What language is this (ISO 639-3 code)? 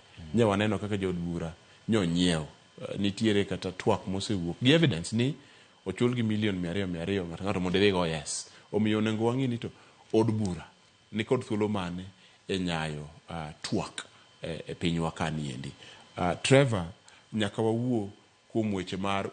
luo